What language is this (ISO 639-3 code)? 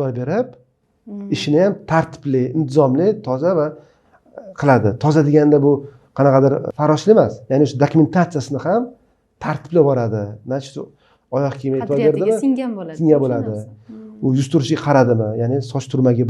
uzb